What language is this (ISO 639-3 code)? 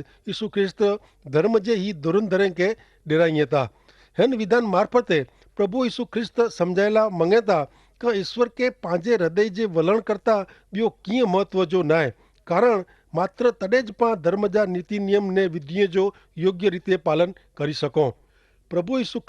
kfr